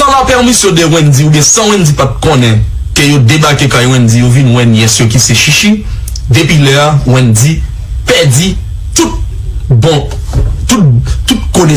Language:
Haitian Creole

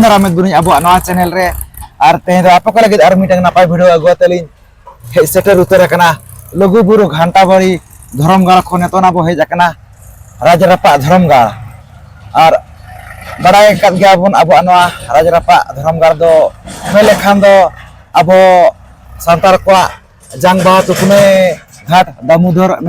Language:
Santali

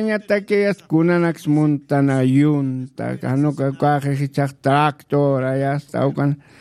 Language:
Aymara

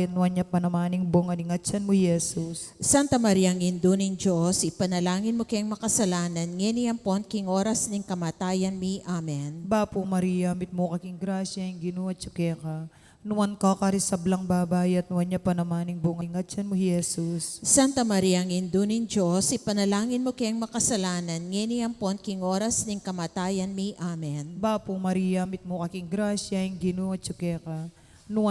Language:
Pampanga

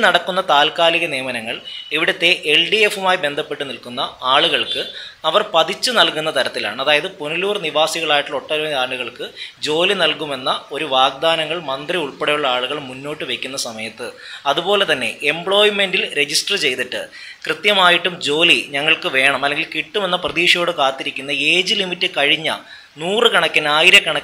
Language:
Malayalam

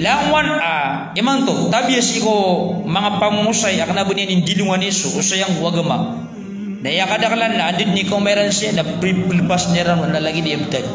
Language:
Maranao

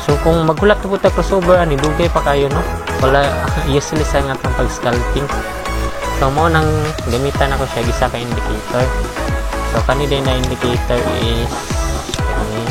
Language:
Cebuano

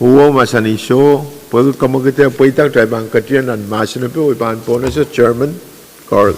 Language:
Pohnpeian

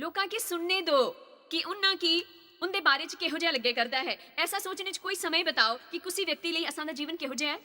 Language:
Dogri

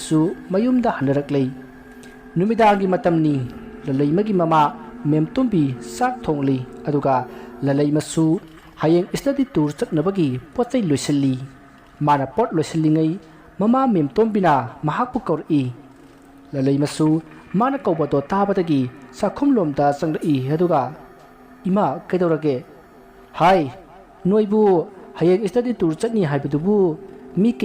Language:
Manipuri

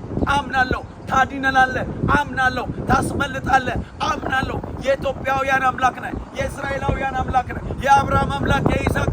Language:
Amharic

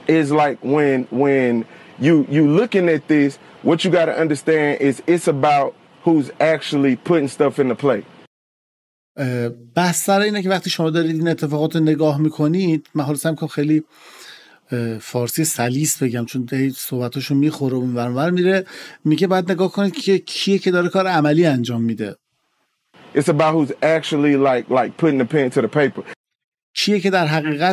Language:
Persian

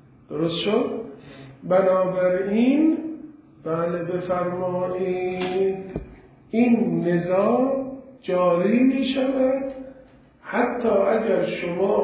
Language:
Persian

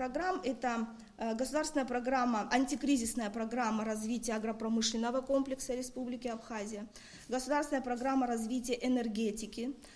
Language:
Abkhazian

